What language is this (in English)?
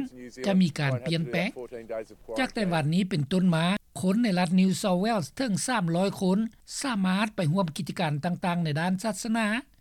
Lao